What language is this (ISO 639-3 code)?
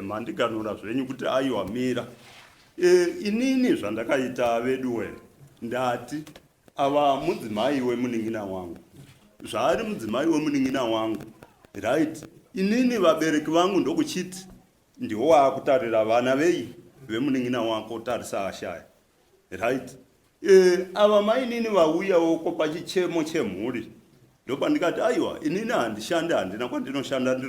sna